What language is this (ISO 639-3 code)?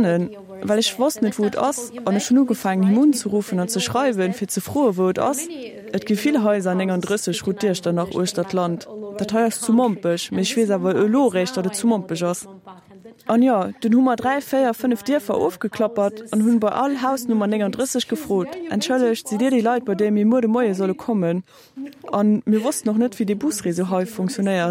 ltz